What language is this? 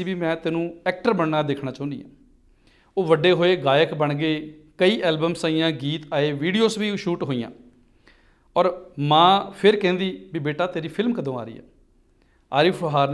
Punjabi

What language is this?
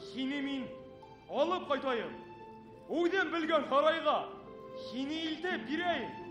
Bashkir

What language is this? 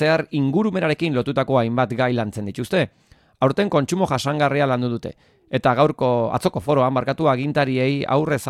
Basque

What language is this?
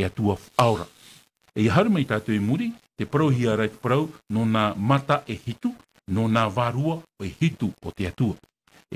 Tahitian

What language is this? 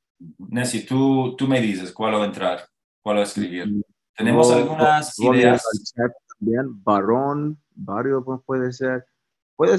Ladino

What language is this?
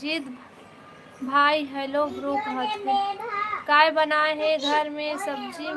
Chhattisgarhi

